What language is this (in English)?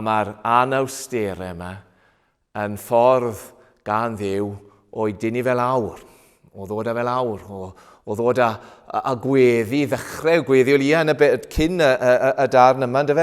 Welsh